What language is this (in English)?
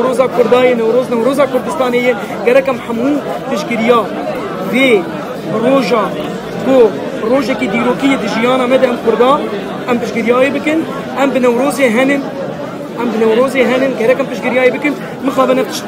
Kurdish